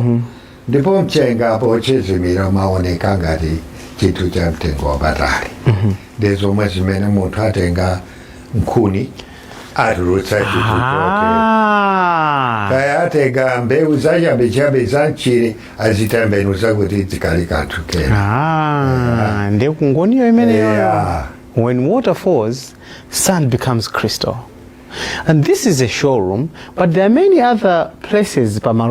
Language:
Nyanja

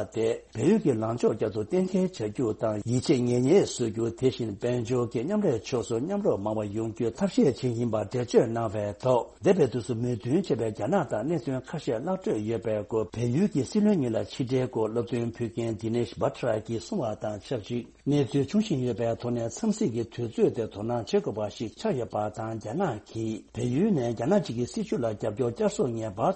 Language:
Tibetan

